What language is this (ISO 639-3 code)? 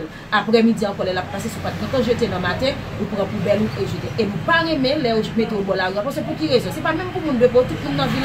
hat